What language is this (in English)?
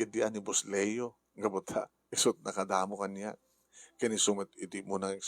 Iloko